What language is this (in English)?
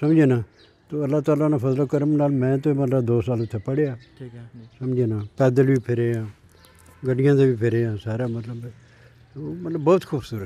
Pahari-Potwari